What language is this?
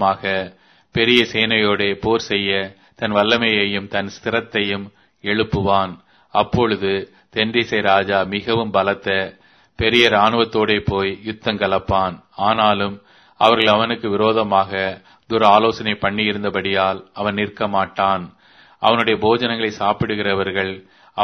Tamil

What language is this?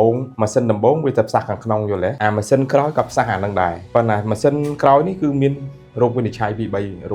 Khmer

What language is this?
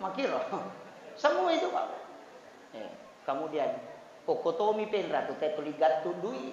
Buginese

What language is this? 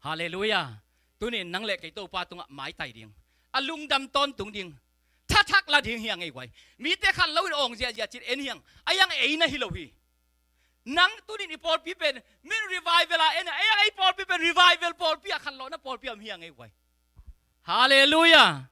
Tedim Chin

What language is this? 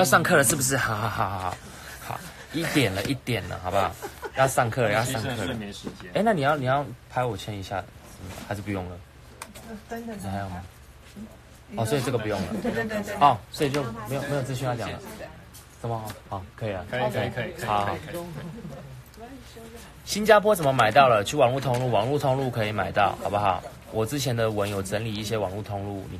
Chinese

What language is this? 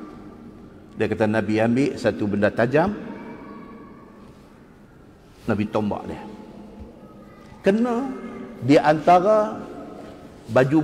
Malay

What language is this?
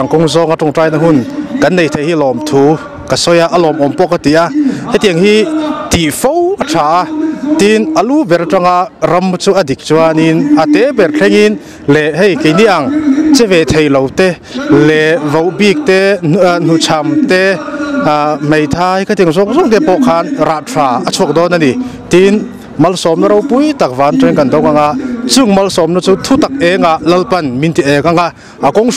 Mizo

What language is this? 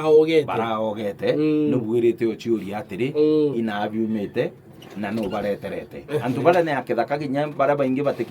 Meru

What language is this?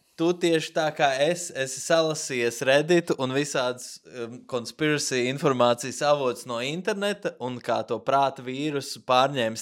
Latvian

